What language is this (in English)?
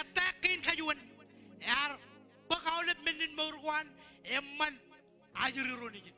Marshallese